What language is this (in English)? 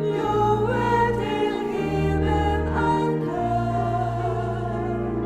Faroese